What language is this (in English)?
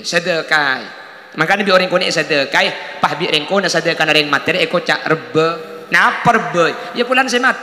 Madurese